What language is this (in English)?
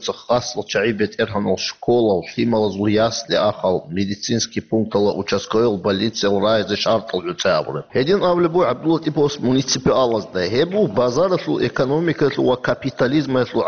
Avaric